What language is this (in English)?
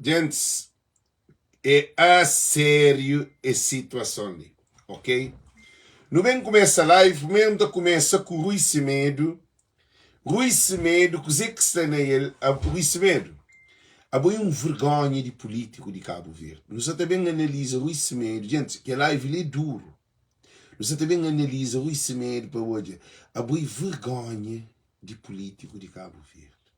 Kabuverdianu